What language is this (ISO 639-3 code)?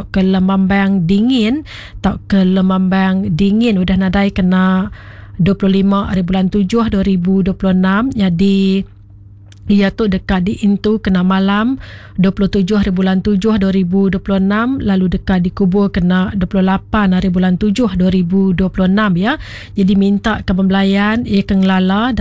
iba